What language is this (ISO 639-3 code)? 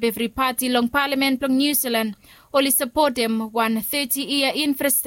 bis